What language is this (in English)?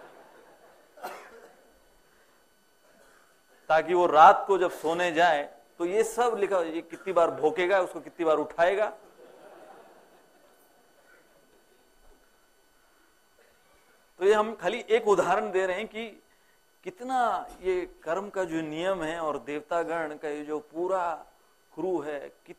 Hindi